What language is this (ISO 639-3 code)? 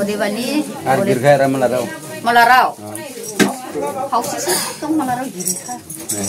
dis